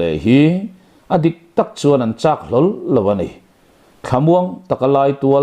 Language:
Mizo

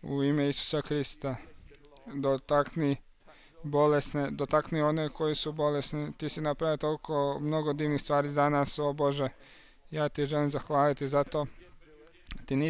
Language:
Croatian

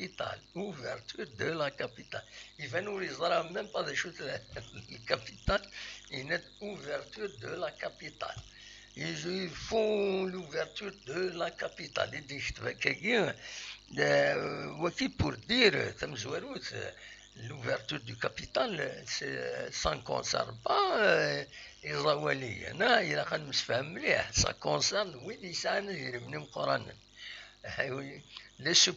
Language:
Kabyle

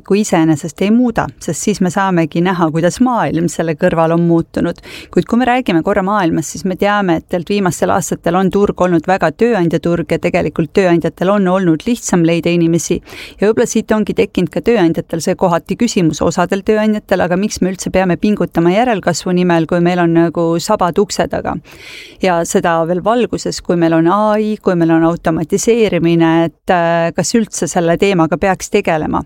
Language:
Estonian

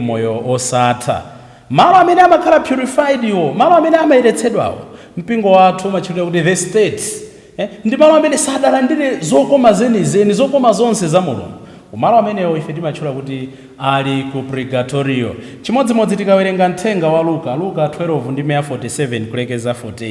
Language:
Nyanja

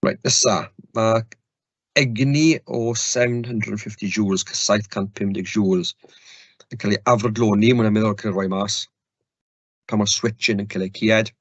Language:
Welsh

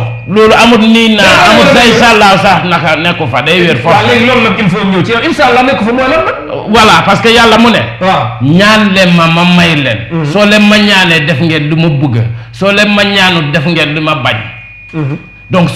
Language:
Wolof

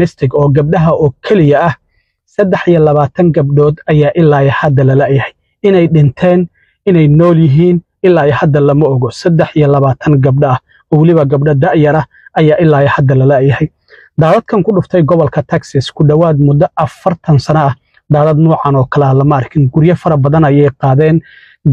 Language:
Somali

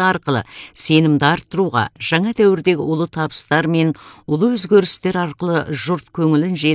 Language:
Kazakh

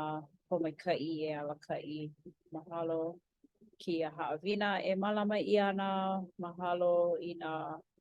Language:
Hawaiian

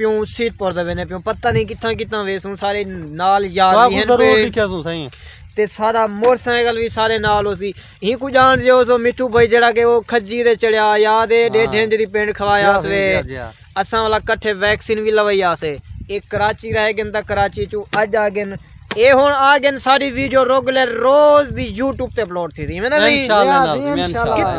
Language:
Saraiki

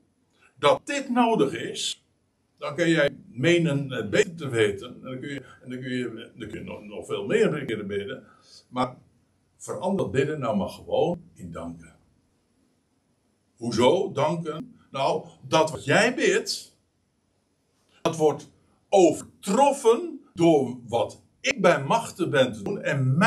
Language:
Dutch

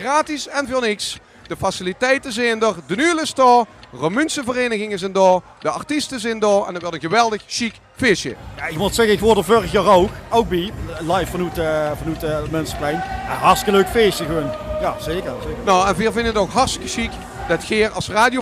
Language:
Limburgish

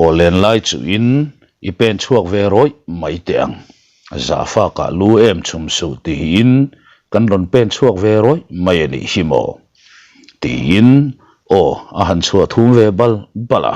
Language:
Mizo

